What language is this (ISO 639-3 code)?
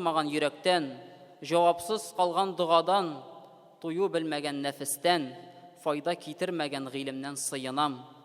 tat